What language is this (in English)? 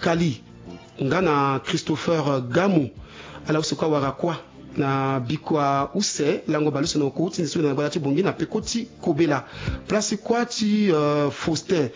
Sango